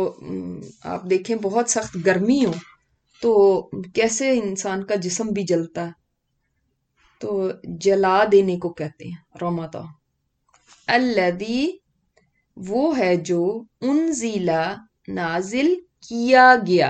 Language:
Urdu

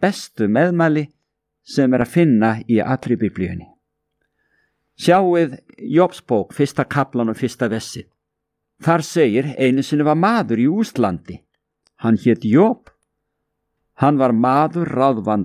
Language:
Icelandic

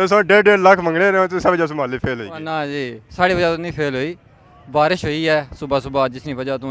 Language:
Pahari-Potwari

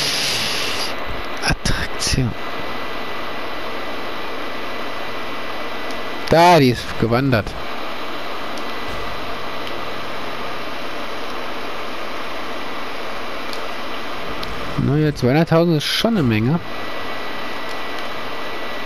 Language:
German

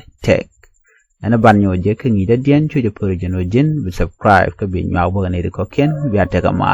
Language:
Nuer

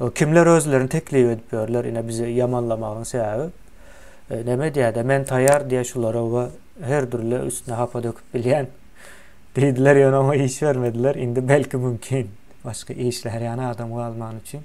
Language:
Turkmen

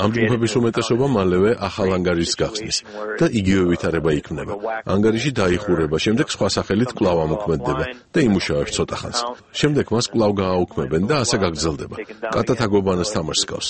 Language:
Georgian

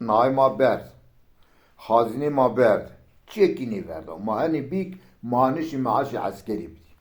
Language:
Zaza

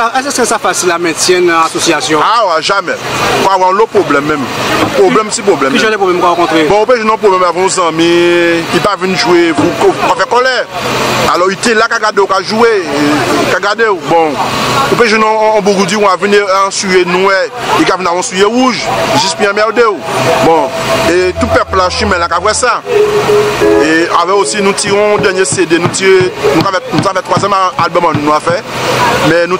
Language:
Guadeloupean Creole French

